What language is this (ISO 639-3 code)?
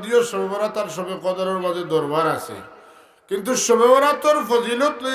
syl